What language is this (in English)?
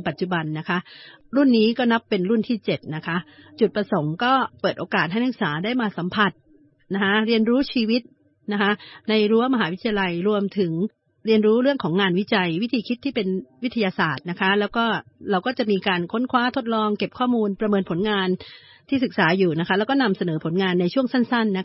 Thai